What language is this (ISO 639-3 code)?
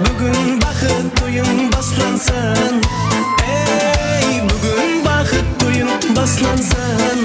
kaa